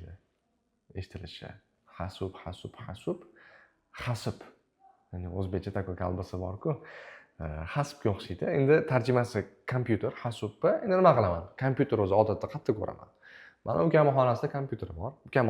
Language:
Uzbek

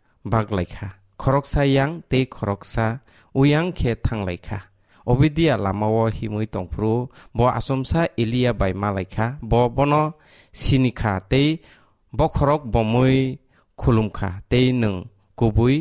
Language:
Kok Borok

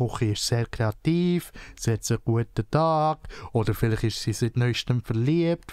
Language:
Swiss German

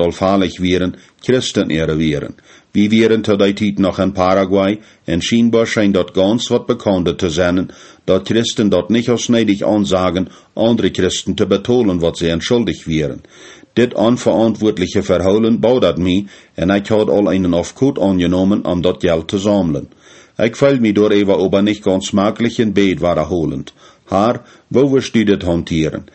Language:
Plautdietsch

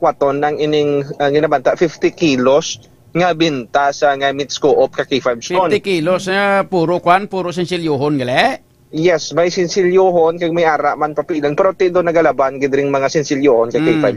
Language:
Hiligaynon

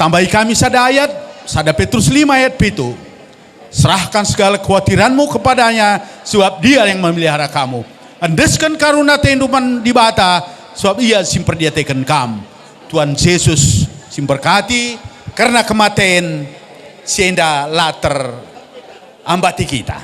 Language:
Batak Karo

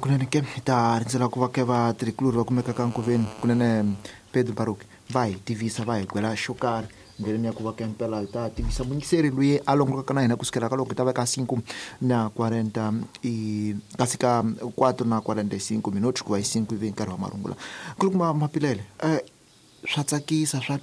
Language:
Tsonga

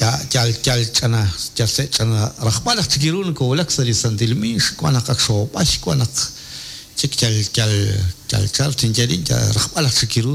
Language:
Kekchí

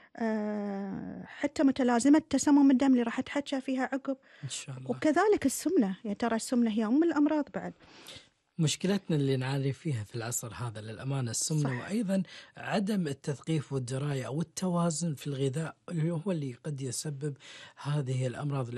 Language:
Gulf Arabic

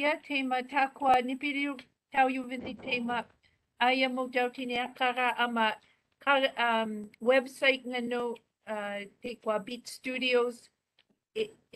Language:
Māori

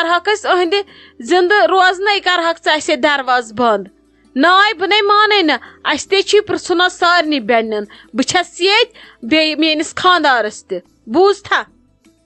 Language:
Kashmiri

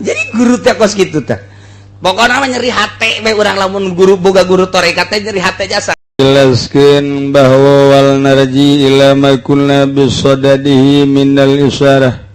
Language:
Sundanese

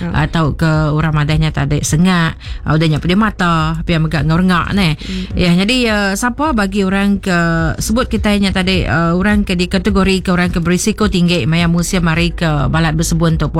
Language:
Iban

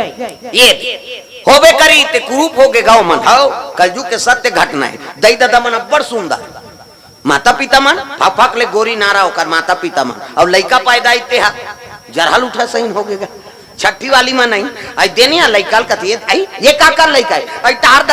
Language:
Chhattisgarhi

